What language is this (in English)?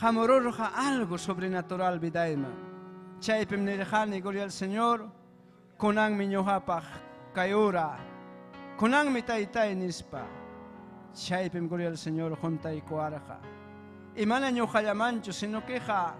Ayacucho Quechua